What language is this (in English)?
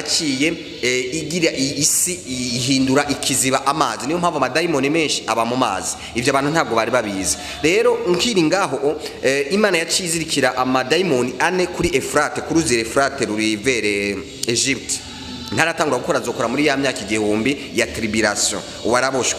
Rundi